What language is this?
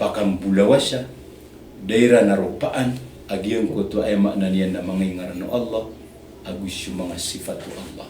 Maranao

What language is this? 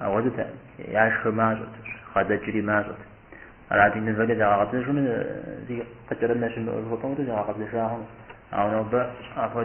Kabardian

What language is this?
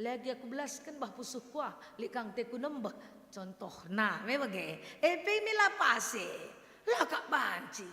Batak Karo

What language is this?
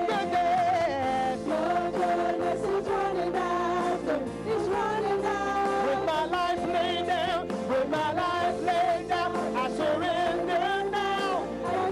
Ewe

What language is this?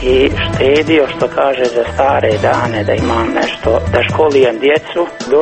Croatian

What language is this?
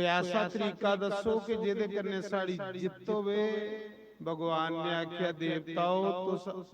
Dogri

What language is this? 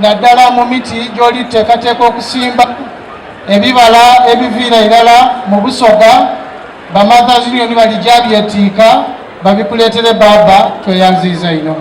Soga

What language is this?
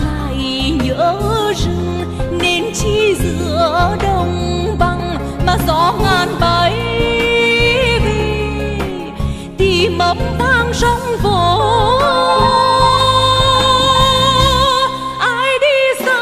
Vietnamese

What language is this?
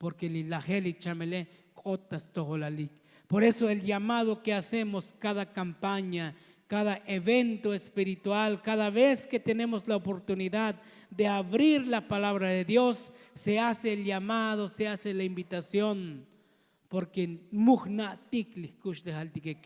Tzotzil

